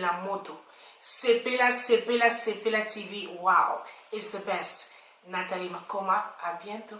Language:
Lingala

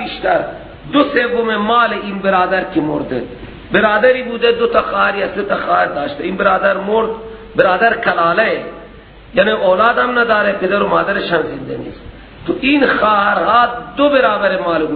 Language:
Persian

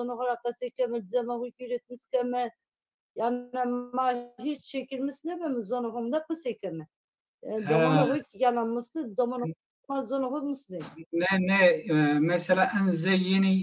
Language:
Zaza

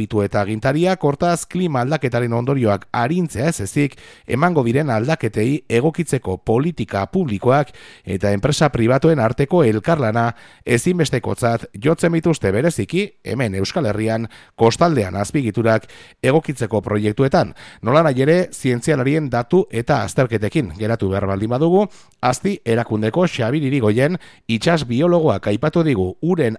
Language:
Basque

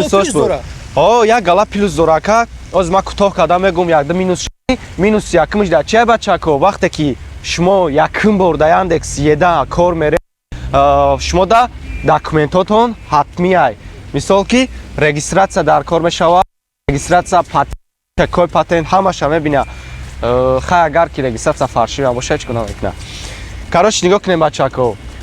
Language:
Tajik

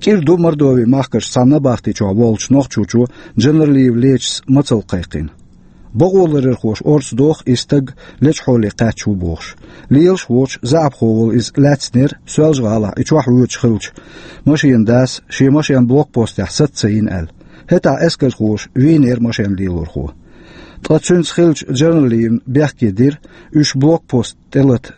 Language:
Chechen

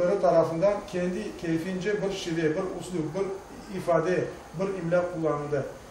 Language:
Crimean Tatar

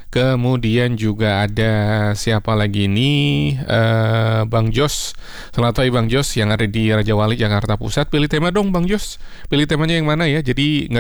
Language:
Indonesian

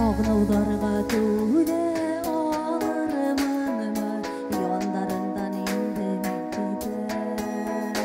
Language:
Bashkir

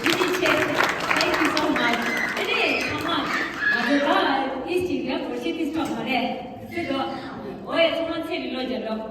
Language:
Tibetan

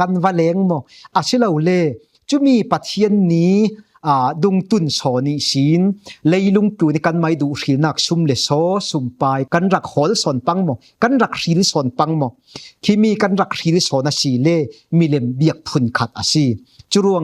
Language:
Falam Chin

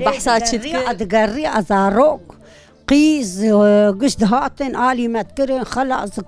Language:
Kurdish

